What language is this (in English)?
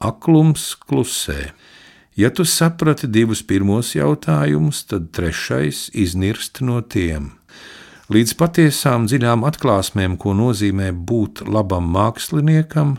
Latvian